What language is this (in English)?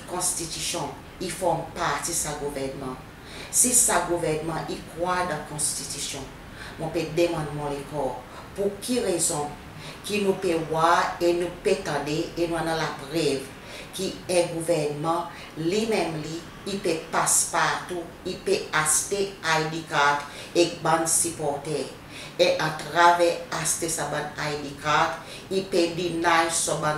Seselwa Creole French